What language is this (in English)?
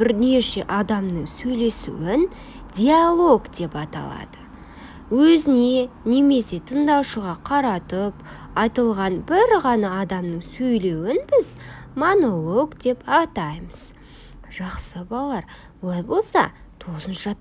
Kazakh